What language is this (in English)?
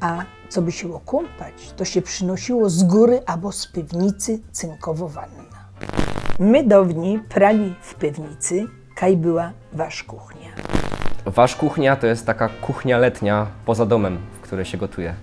Silesian